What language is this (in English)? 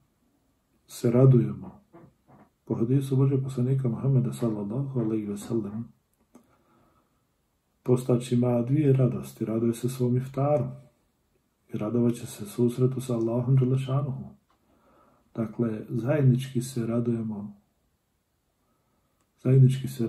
Bosnian